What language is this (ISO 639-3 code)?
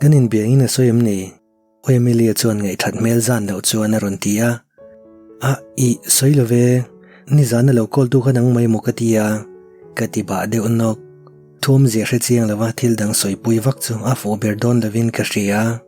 lus